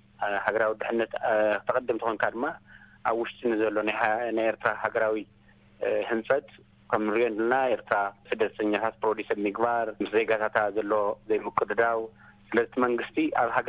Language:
Tigrinya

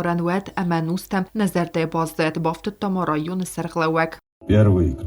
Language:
Ossetic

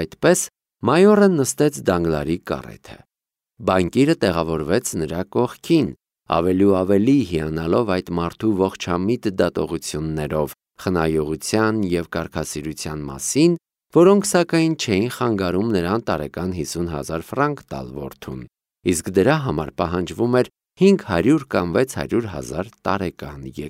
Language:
Armenian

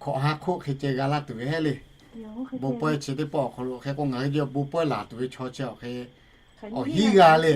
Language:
Lahu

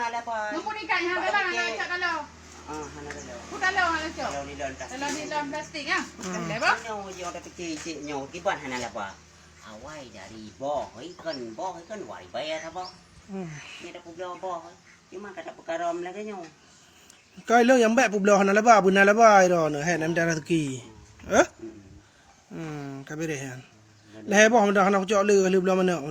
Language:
Achinese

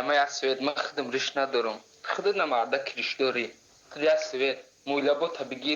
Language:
Tajik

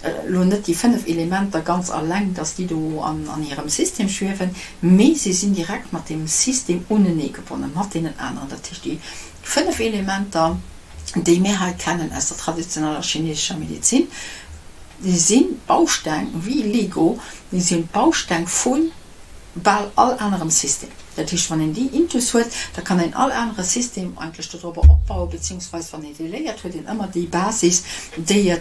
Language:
Luxembourgish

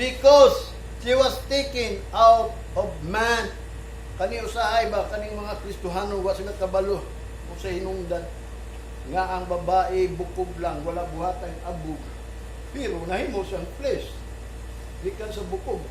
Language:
Cebuano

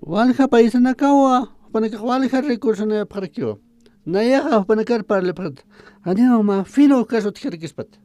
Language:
Aymara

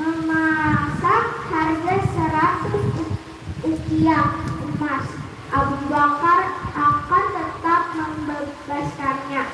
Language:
Banjar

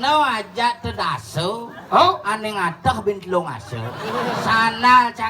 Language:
Balinese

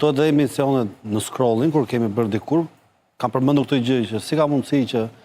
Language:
Albanian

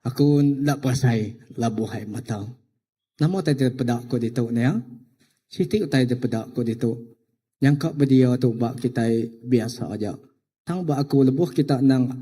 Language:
Iban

